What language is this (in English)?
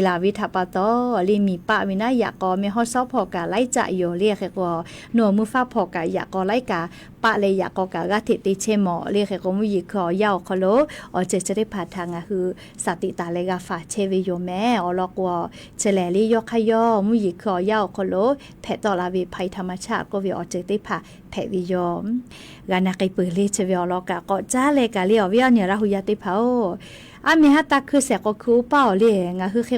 Lahu